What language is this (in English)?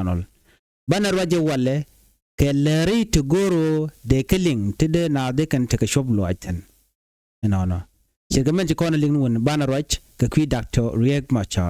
Nuer